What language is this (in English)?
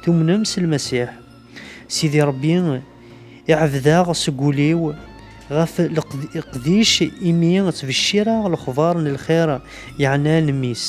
Kabyle